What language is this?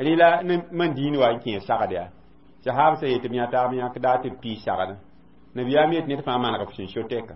Mossi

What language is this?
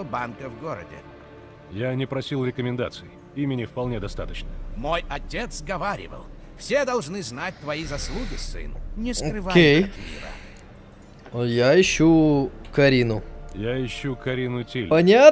Russian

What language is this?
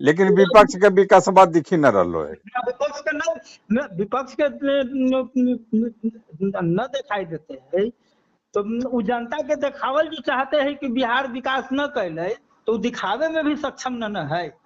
Magahi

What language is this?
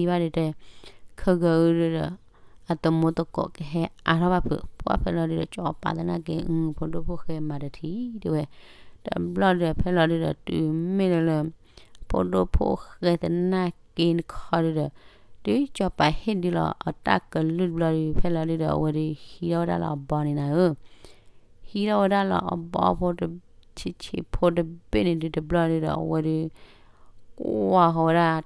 S'gaw Karen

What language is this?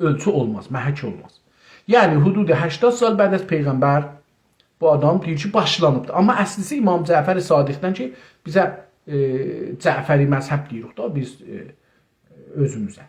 South Azerbaijani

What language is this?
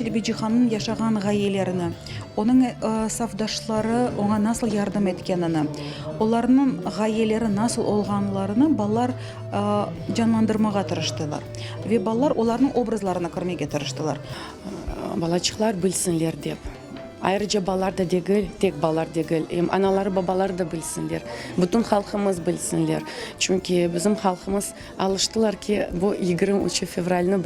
Crimean Tatar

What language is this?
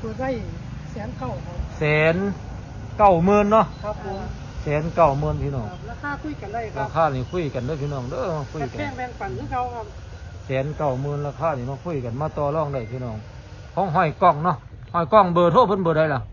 Northeastern Thai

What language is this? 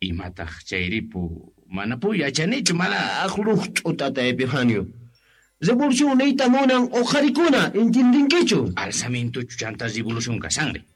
Quechua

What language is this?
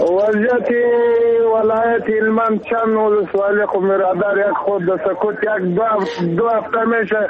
Persian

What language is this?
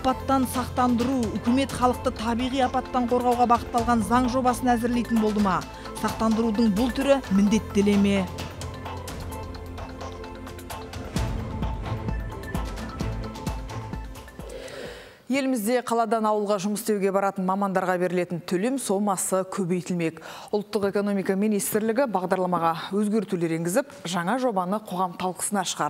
Kazakh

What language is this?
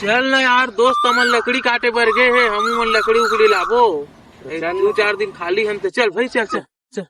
Chhattisgarhi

